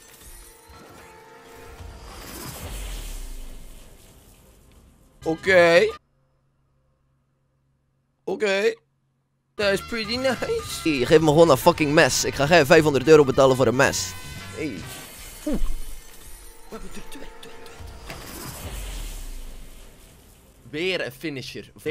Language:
Dutch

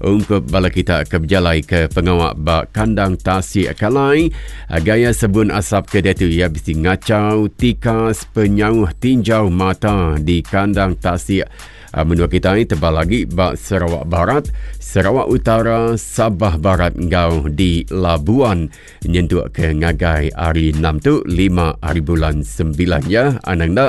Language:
Iban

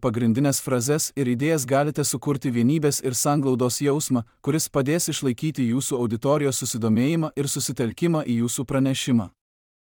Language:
Lithuanian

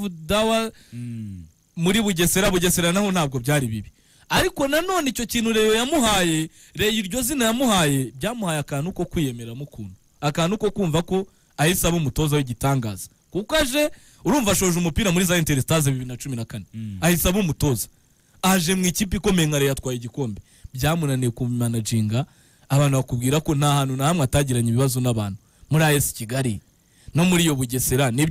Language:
Kinyarwanda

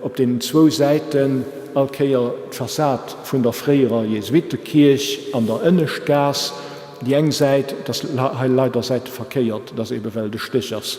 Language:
Luxembourgish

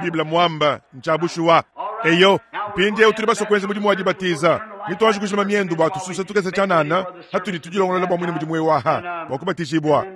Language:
Luba-Lulua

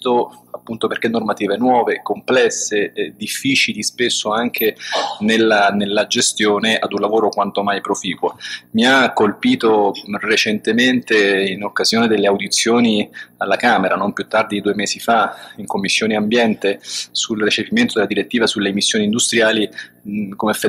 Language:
Italian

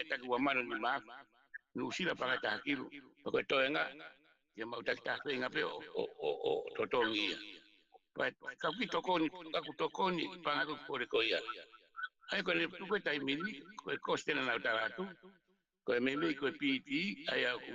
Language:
Tongan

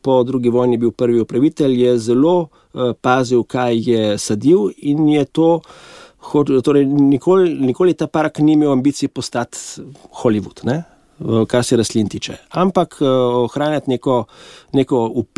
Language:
Slovenian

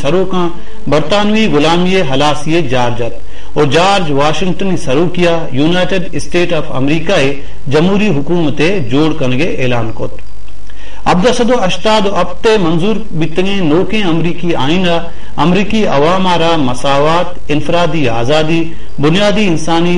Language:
Baluchi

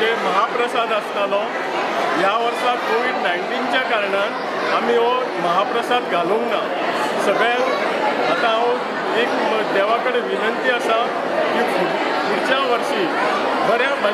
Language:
Konkani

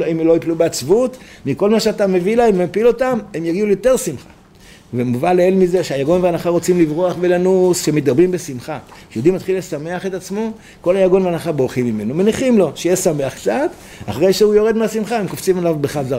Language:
Hebrew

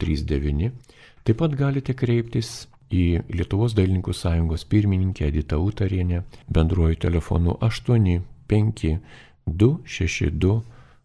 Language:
Lithuanian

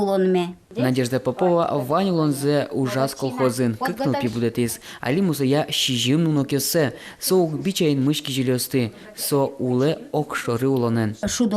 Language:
Udmurt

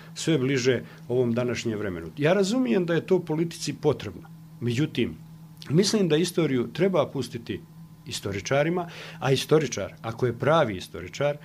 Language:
Bosnian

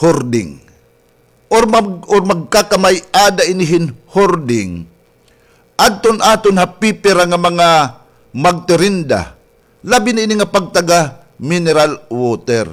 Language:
Waray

